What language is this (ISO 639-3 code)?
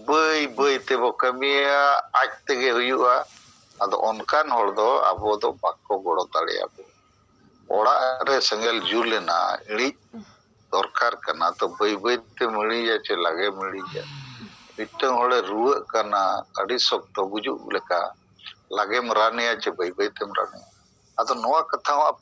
sat